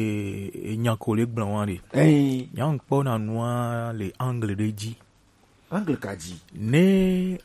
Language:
Gen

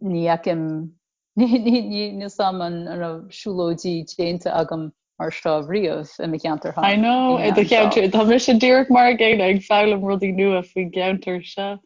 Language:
Irish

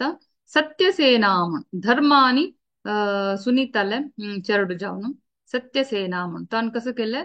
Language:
Konkani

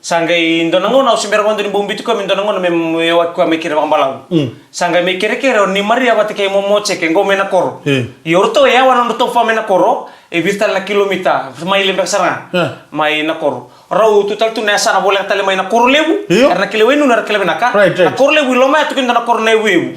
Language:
Fijian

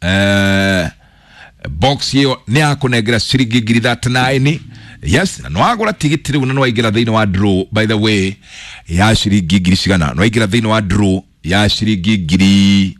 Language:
Kikuyu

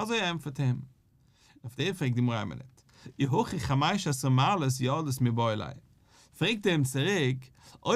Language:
Yiddish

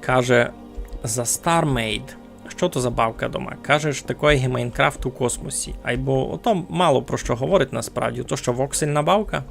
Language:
Rusyn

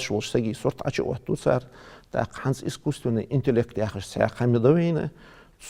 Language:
Ingush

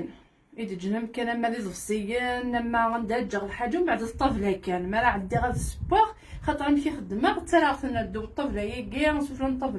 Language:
Kabyle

